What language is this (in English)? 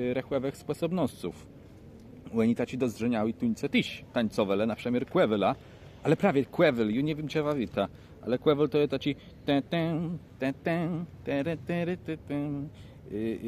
Kashubian